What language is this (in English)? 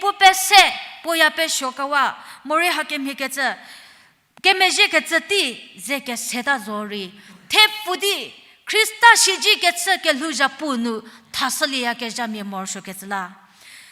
Angami Naga